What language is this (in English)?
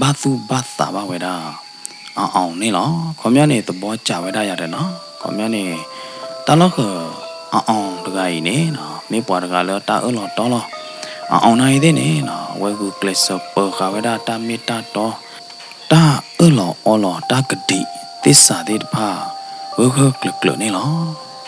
S'gaw Karen